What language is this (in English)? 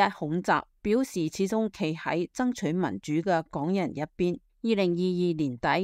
Cantonese